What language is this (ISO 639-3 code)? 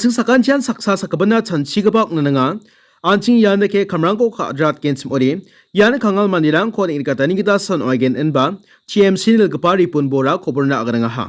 grt